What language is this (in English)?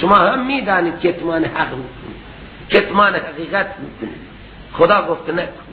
Persian